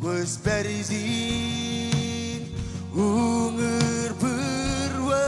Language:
Marshallese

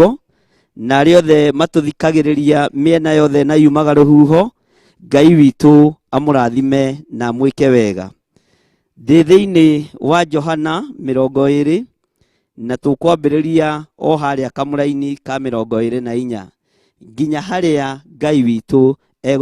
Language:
Kikuyu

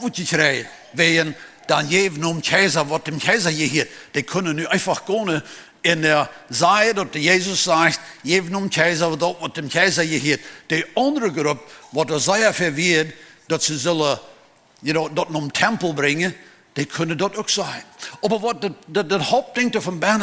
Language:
Plautdietsch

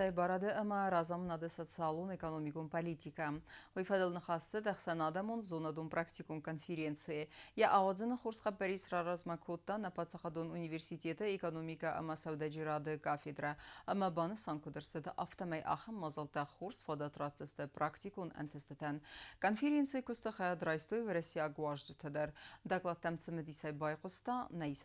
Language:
Ossetic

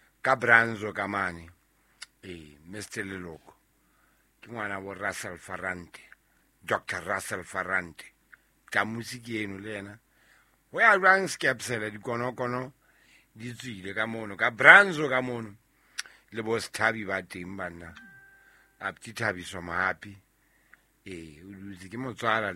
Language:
Southern Sotho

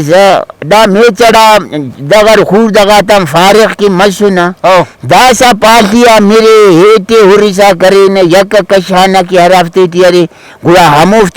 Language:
Brahui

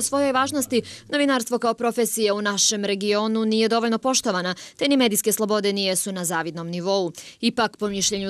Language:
Croatian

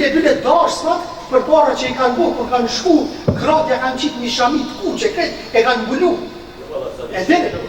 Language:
Albanian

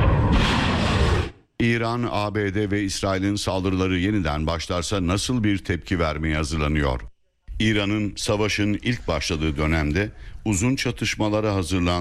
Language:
Turkish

